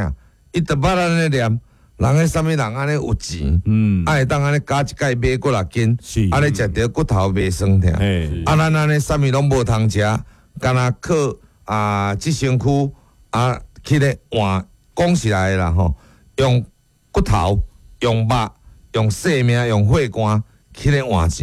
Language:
Min Nan Chinese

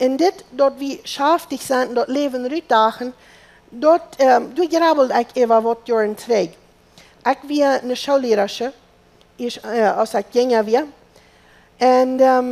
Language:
Plautdietsch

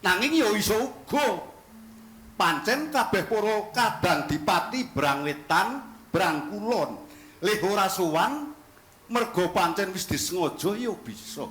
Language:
Javanese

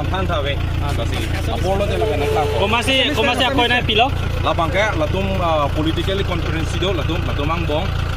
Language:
Karbi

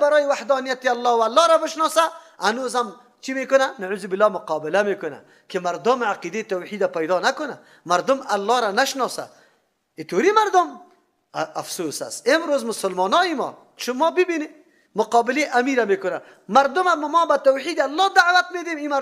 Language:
Persian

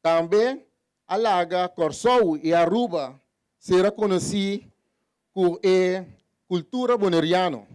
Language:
Papiamento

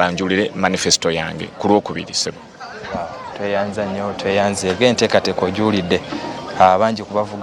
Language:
Ganda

